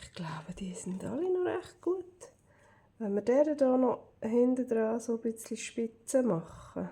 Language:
Swiss German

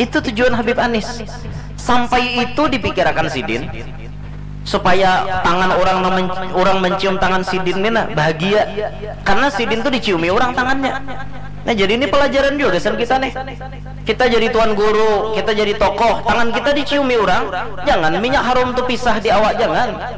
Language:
Banjar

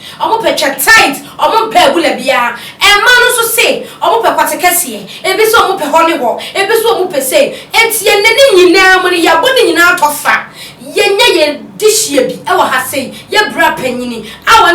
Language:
Akan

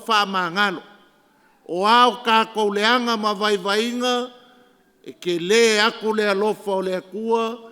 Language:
Samoan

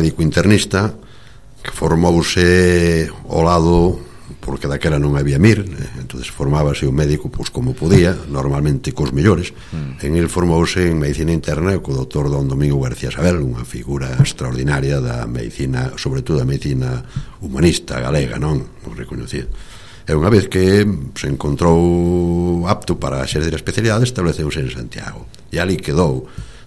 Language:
Galician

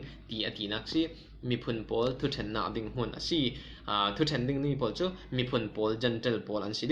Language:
Falam Chin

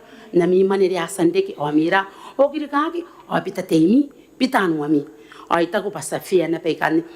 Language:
Gilbertese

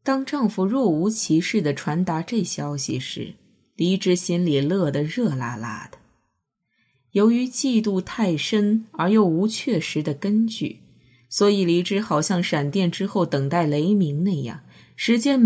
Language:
Chinese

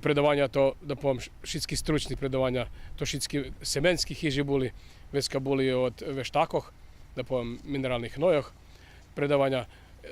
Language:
Rusyn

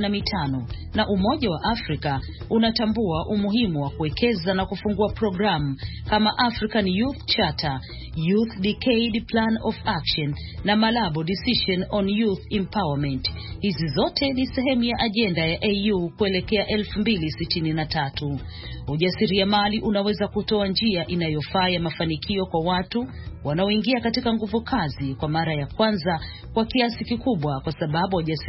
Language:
Swahili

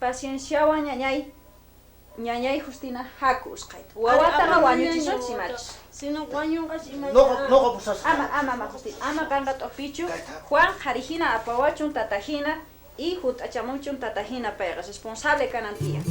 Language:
South Bolivian Quechua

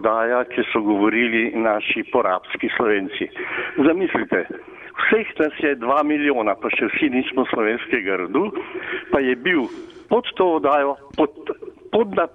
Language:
Slovenian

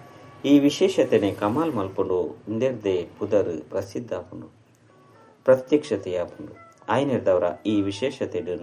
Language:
Tulu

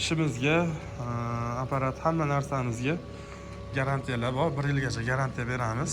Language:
Uzbek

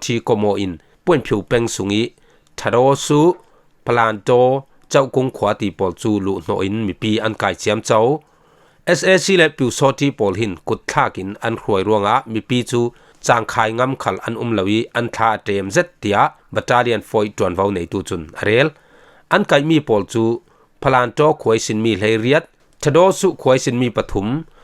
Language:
Falam Chin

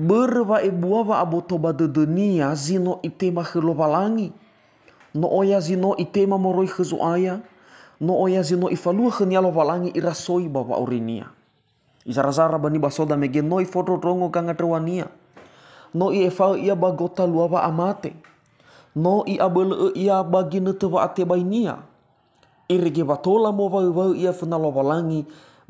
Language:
Nias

